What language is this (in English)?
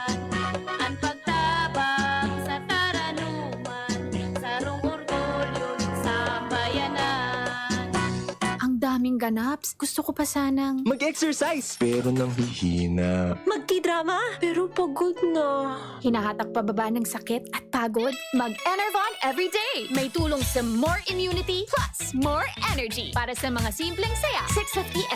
Bikol